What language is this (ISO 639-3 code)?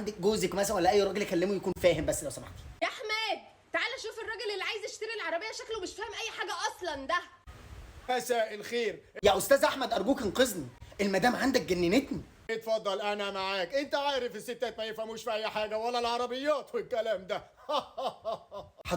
arz